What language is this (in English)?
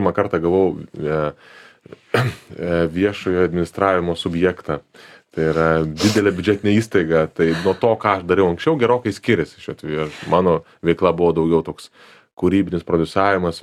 Lithuanian